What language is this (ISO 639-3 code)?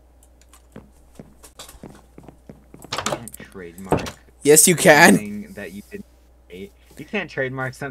eng